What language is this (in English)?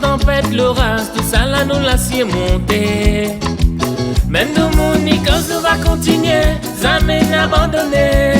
Réunion Creole French